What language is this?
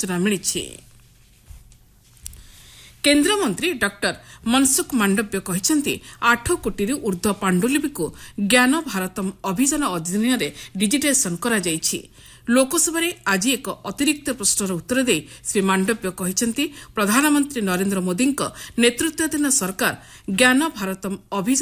Odia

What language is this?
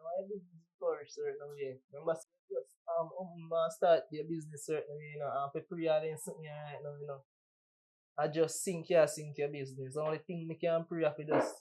Jamaican Creole English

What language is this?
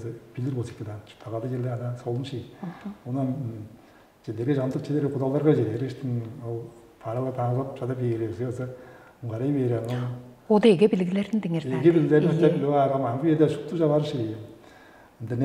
Tuvinian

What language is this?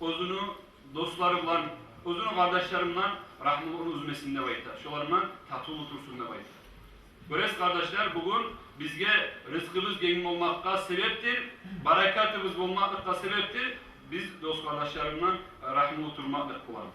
Kumyk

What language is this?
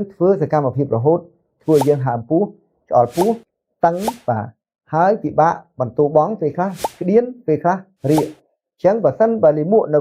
Khmer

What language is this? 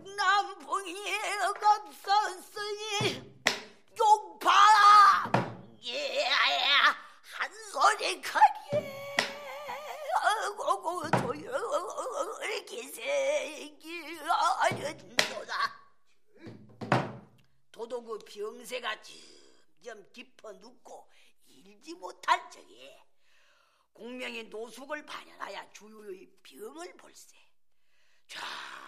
Korean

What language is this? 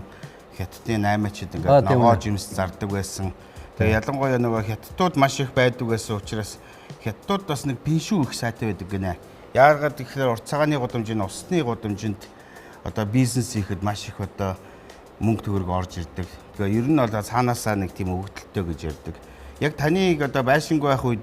Mongolian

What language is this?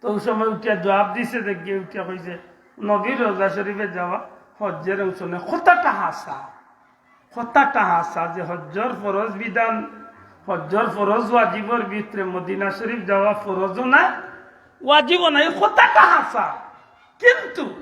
Sylheti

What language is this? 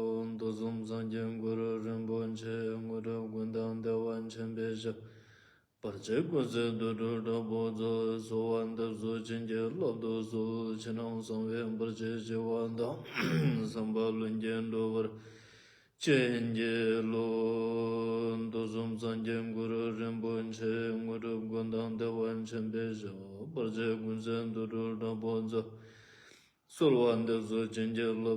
Ladakhi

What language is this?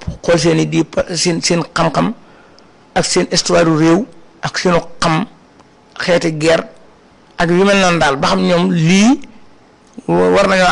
Wolof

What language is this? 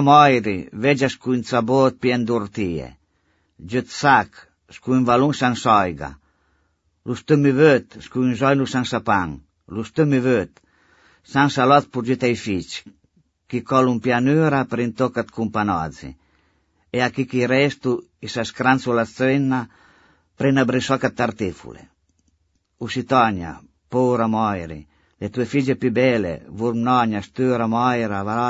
Albanian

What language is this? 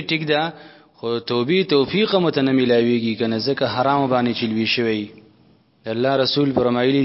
Pashto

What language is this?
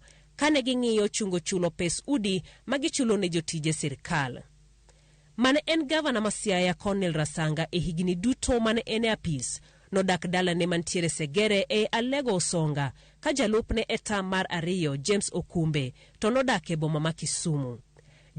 Luo (Kenya and Tanzania)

